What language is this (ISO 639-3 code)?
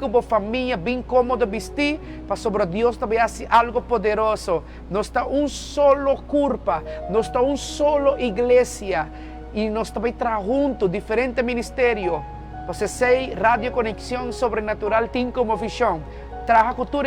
pap